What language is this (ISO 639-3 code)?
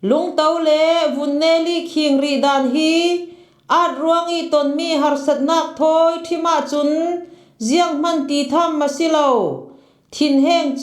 cfm